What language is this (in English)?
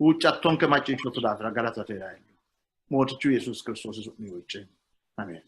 Sidamo